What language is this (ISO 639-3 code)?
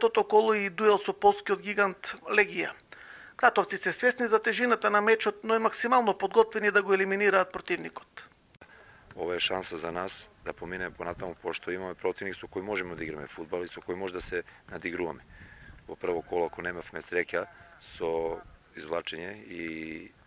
mkd